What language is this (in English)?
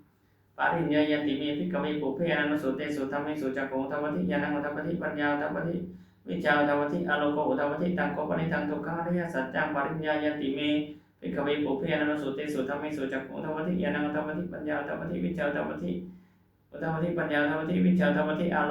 Pali